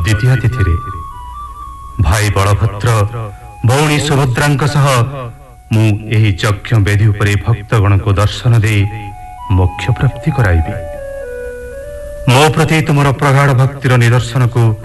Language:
Odia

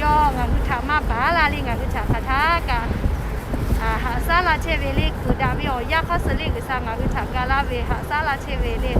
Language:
Lahu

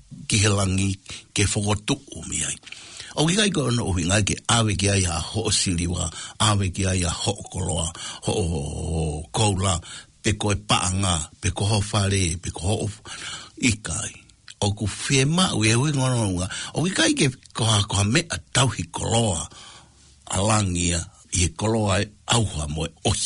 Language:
Tongan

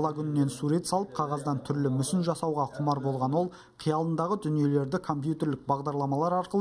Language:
Kazakh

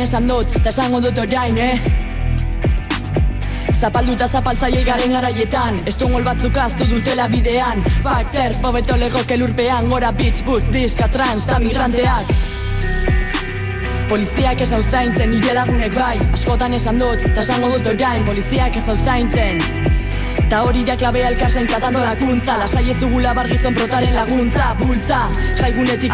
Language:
Basque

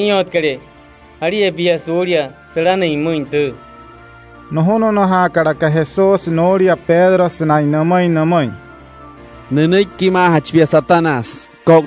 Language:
Wayuu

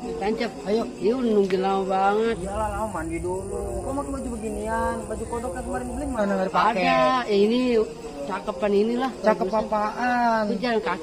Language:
Betawi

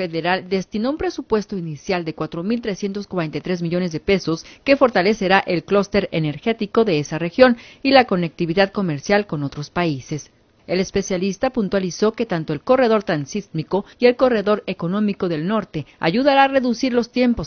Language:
Spanish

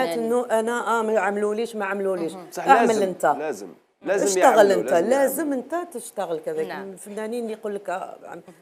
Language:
Algerian Arabic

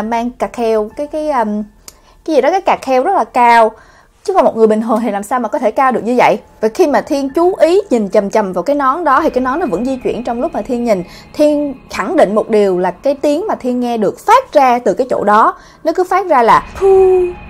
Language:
Vietnamese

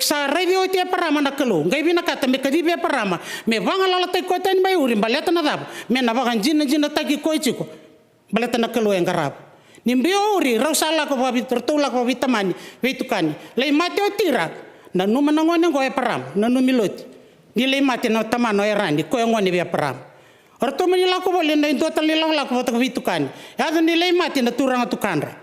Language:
Fijian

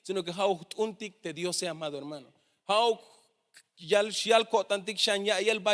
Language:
Tzeltal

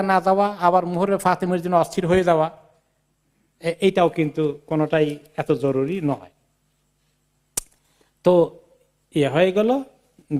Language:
Bangla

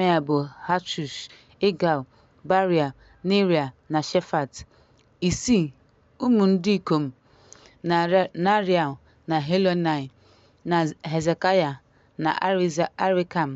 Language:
Igbo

